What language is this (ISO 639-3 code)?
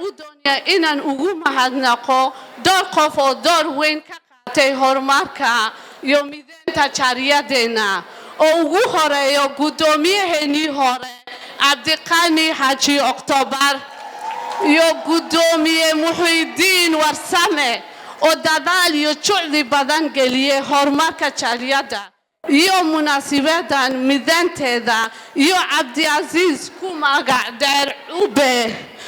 som